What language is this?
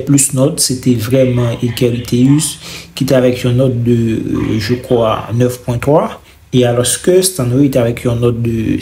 Haitian Creole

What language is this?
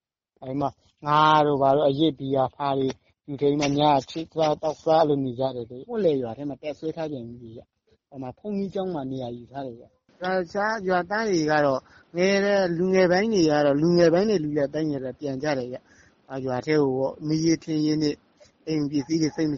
Burmese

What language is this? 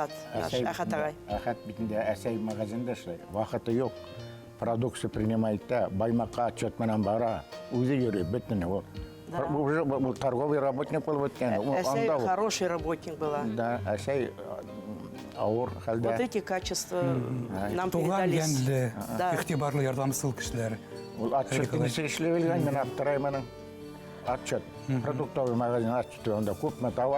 Bashkir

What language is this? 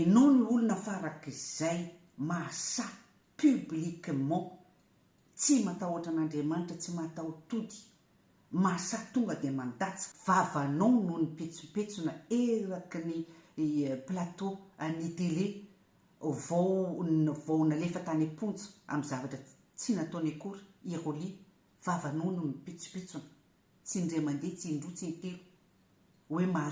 Malagasy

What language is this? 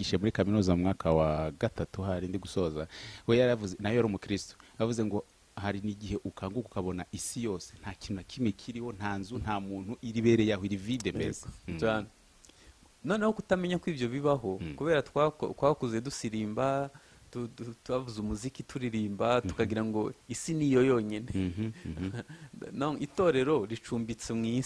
Kinyarwanda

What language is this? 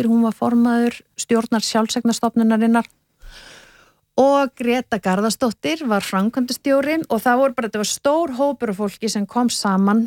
Icelandic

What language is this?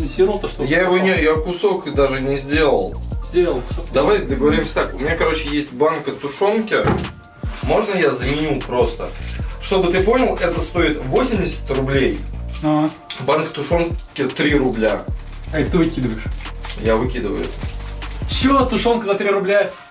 Russian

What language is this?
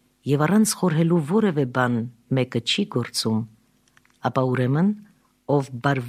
Armenian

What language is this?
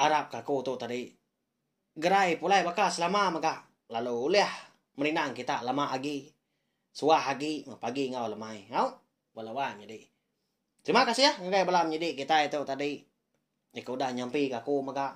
Iban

